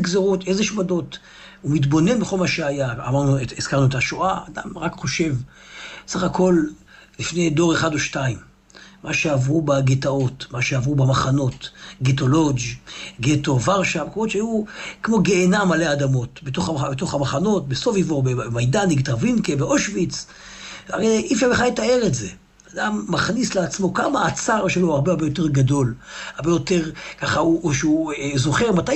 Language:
Hebrew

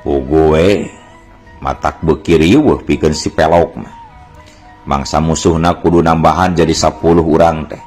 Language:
Sundanese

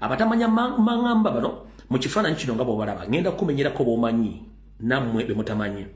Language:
Ganda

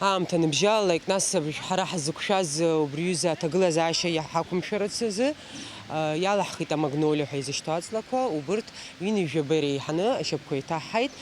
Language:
Abkhazian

